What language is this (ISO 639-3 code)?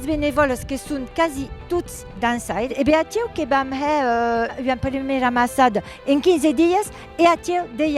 oci